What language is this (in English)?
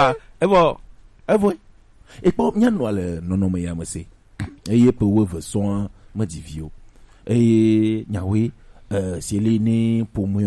Gen